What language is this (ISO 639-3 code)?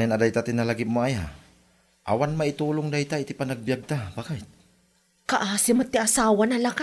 ilo